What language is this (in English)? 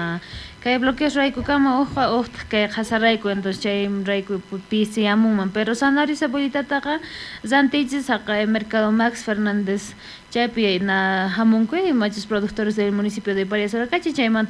South Bolivian Quechua